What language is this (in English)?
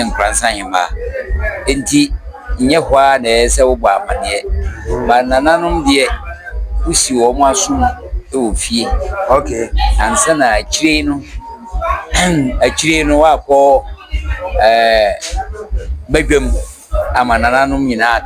Akan